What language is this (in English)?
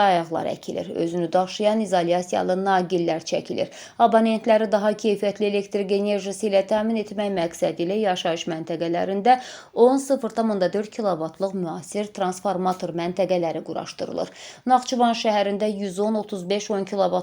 Azerbaijani